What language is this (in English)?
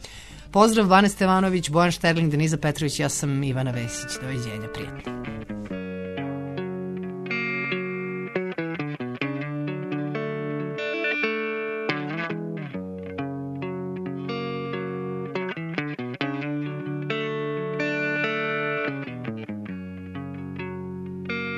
Serbian